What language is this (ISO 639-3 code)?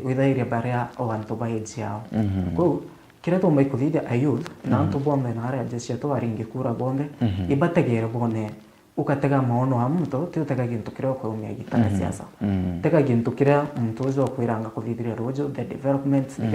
mer